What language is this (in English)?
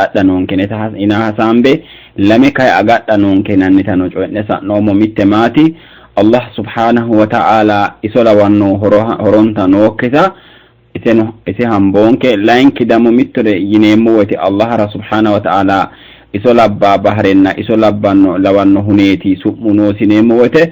Sidamo